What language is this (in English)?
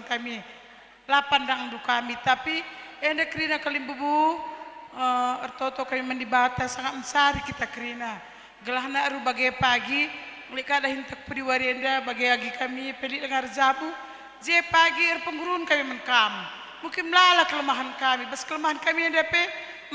Batak Karo